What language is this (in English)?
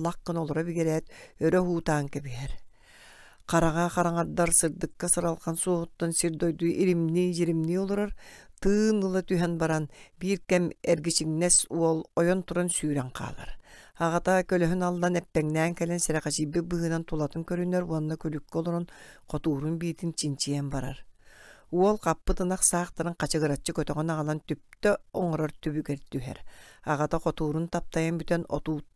Yakut